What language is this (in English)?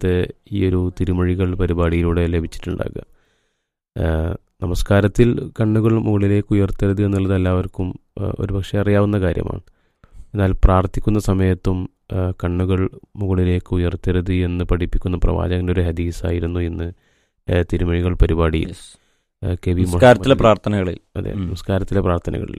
Malayalam